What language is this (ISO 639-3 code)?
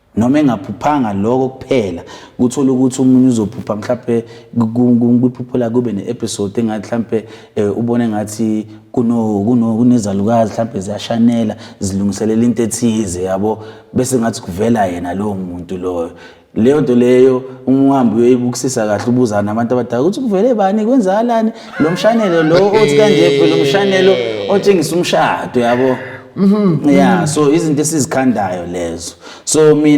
zul